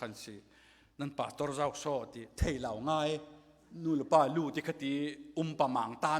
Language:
Falam Chin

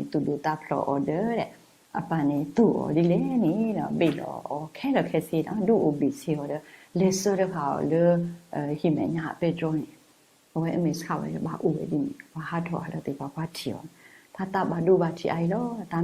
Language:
S'gaw Karen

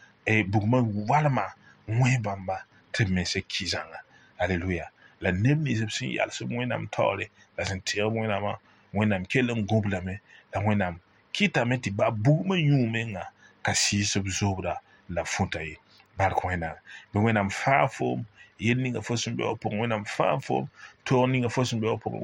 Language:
Mossi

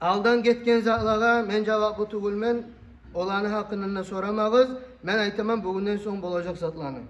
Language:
Kumyk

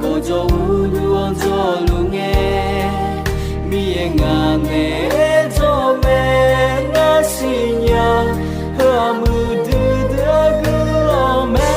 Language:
Akha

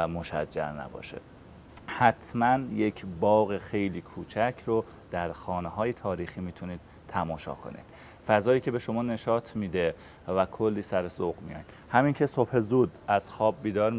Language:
Persian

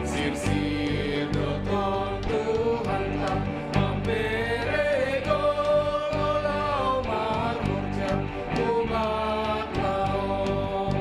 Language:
Batak Simalungun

